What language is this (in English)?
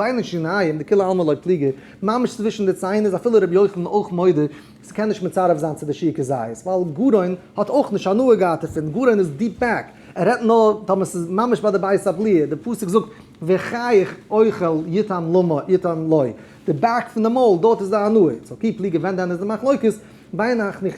Yiddish